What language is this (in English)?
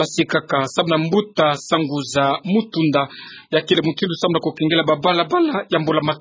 Kituba (Democratic Republic of Congo)